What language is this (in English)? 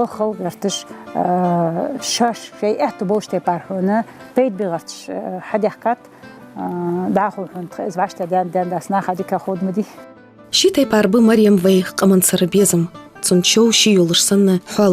Ingush